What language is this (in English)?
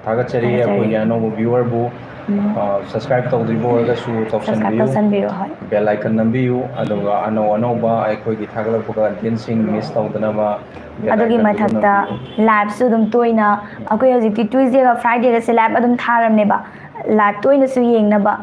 Manipuri